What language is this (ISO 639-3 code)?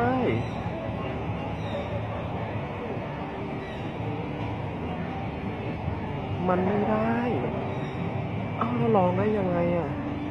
tha